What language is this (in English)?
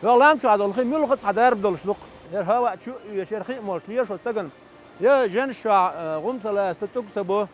Chechen